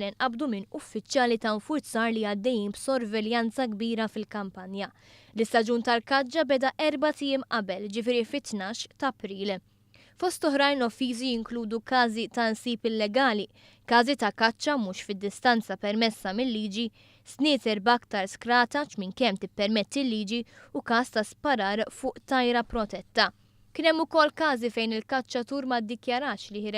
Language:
Maltese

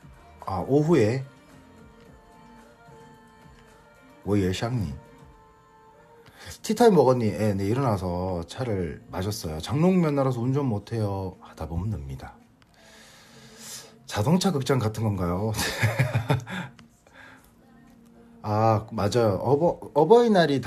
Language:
Korean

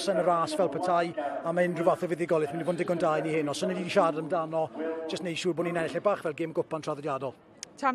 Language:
Welsh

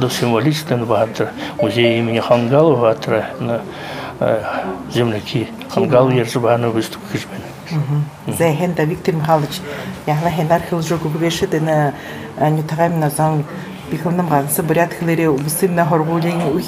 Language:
Buriat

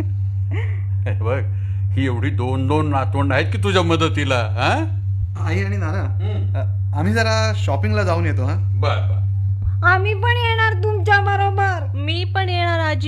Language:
Marathi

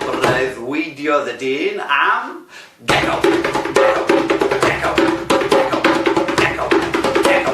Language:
Welsh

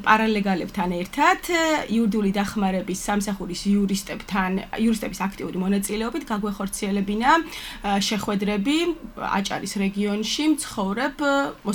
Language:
Georgian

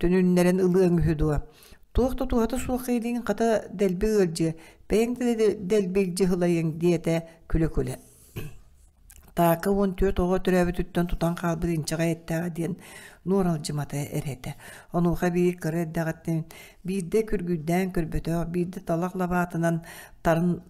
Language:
Yakut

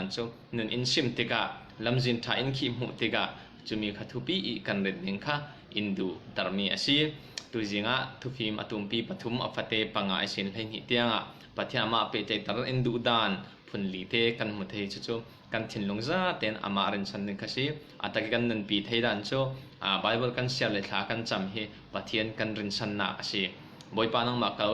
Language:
Falam Chin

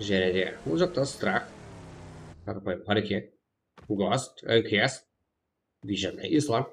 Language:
Kara-Kalpak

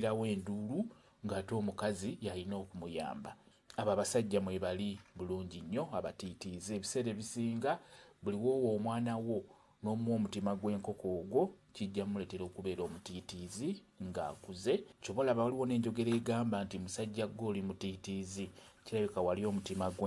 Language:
Ganda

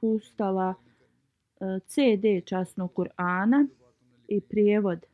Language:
Bosnian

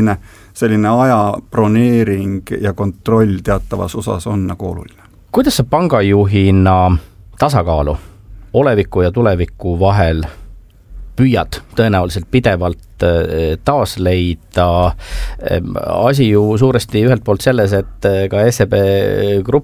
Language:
Estonian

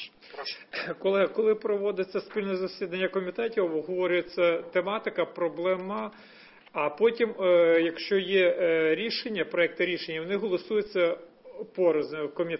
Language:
Ukrainian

